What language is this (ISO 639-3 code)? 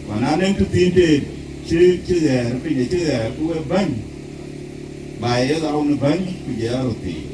din